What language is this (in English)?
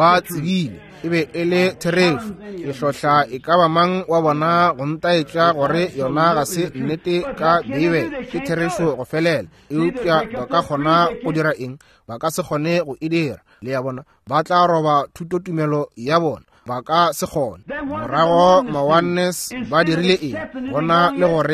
Northern Sotho